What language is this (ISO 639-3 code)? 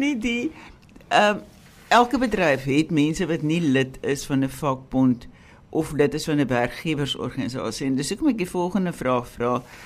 afr